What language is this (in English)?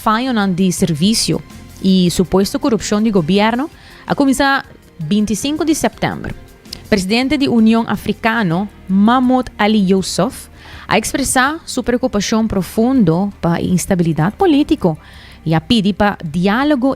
Papiamento